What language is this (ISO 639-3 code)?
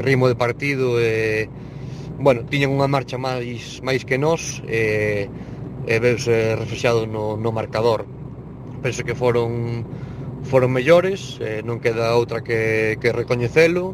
glg